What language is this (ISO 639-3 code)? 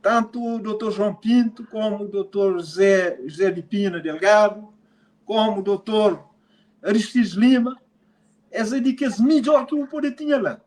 kea